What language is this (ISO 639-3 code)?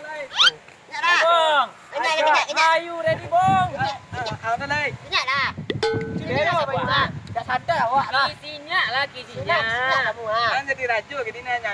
min